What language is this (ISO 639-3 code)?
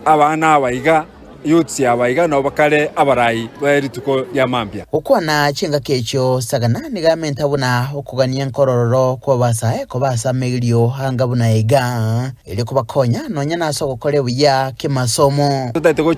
guz